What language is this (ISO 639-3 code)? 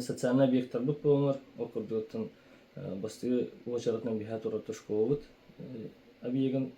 sah